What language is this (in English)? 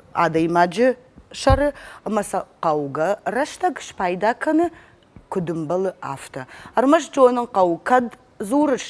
Ossetic